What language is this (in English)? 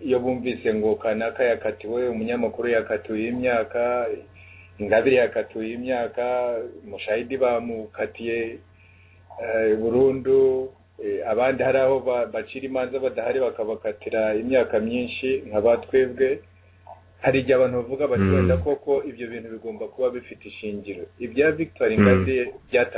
Kinyarwanda